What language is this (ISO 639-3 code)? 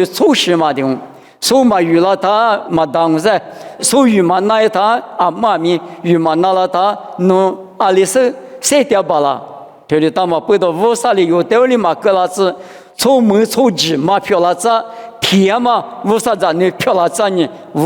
lis